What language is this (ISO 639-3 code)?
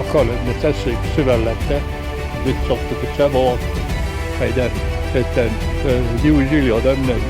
oss